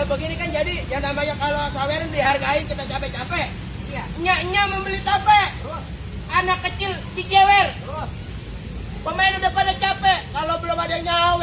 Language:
Betawi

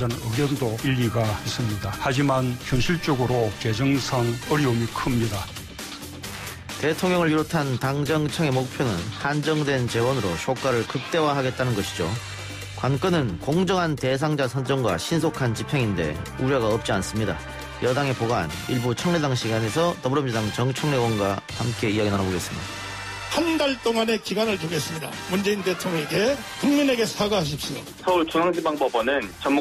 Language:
Korean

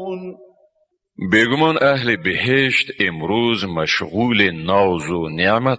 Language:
Tajik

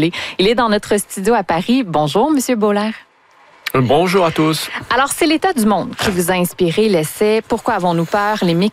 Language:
French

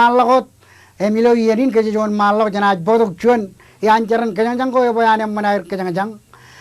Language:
Marshallese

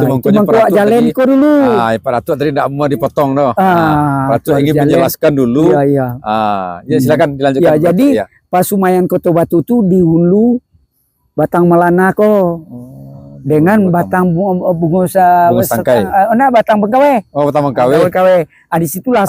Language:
Minangkabau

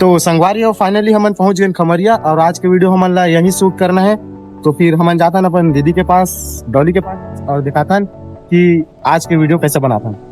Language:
Chhattisgarhi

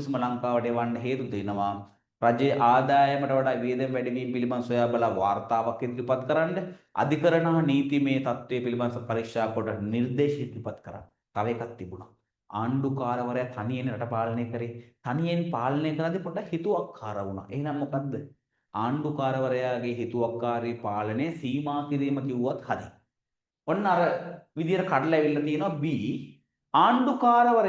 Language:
Sinhala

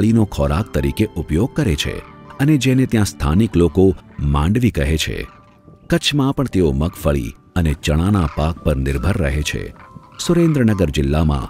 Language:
Gujarati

